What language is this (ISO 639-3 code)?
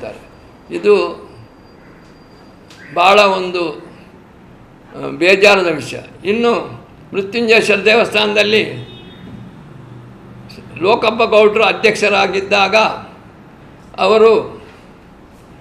kan